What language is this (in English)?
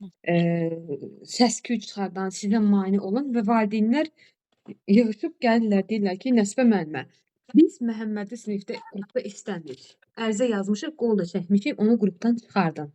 Azerbaijani